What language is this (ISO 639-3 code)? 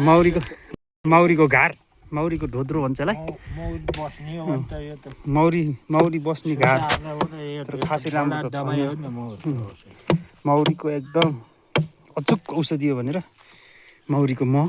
nep